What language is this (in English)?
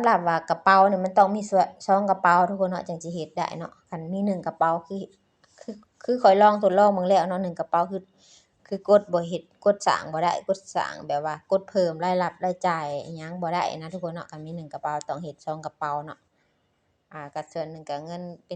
Lao